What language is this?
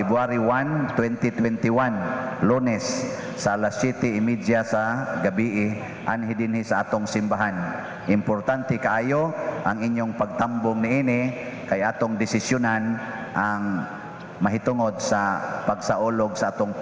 Cebuano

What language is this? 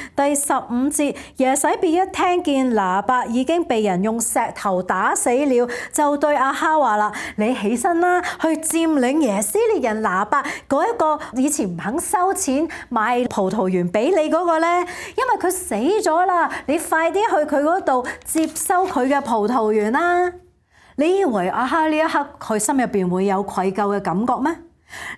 Cantonese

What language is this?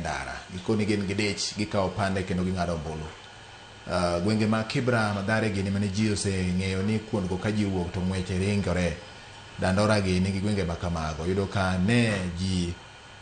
Luo (Kenya and Tanzania)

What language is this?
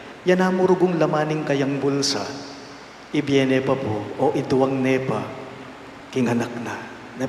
Pampanga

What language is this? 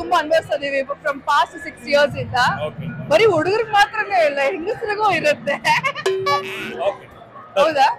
Kannada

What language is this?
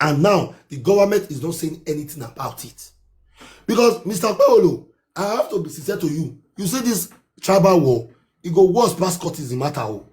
Nigerian Pidgin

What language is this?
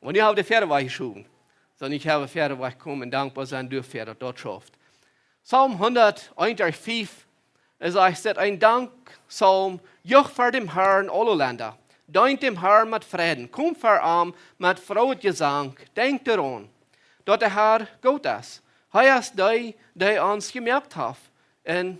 Plautdietsch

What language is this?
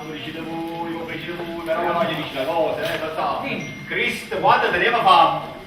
Neapolitan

